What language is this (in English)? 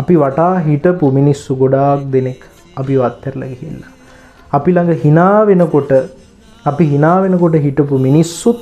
Sinhala